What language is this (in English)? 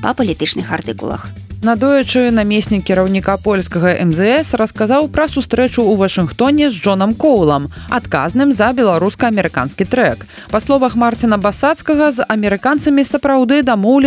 Belarusian